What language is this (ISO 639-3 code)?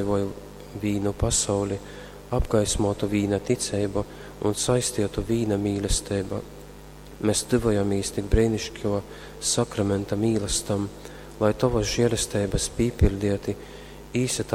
ltg